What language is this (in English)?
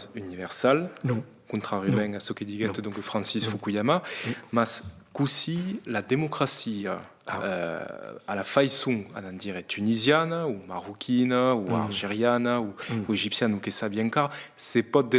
Occitan